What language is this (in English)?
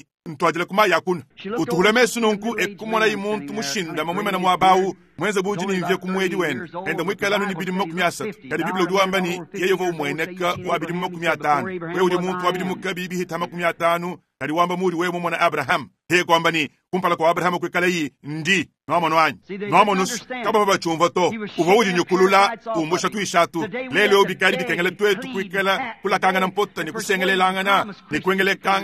Luba-Lulua